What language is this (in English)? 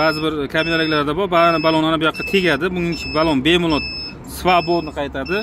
Uzbek